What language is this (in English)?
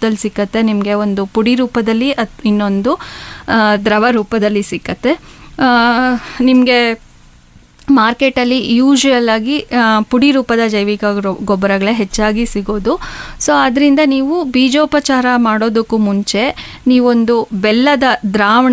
Kannada